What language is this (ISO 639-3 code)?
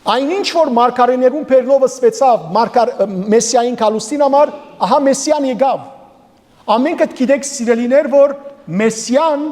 hyw